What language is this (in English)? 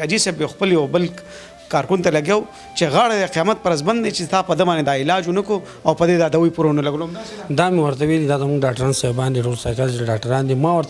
Pashto